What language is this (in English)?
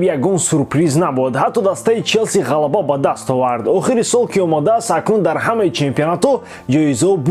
Tajik